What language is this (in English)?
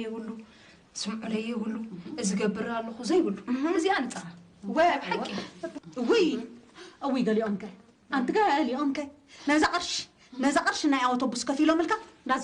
Tigrinya